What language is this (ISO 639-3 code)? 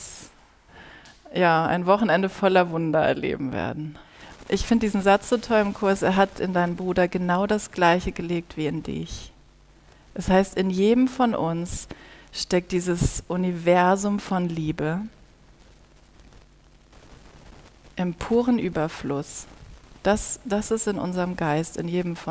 deu